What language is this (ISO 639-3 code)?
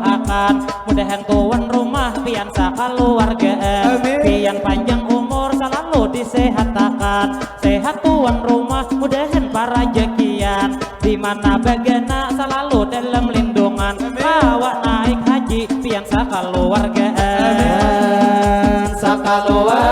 bjn